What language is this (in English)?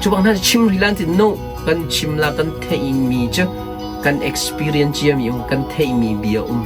Hakha Chin